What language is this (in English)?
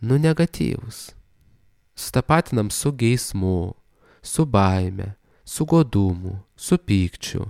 Lithuanian